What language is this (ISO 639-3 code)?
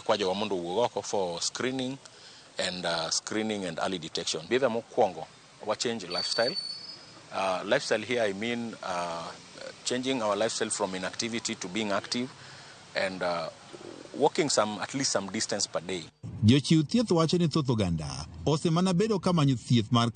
luo